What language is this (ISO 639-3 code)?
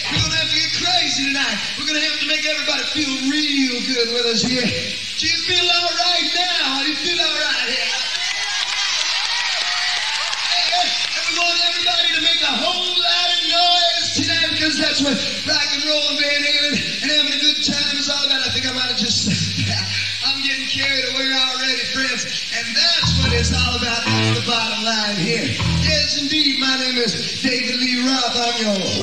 eng